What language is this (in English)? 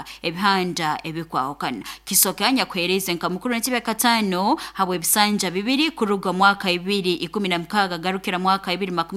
Nyoro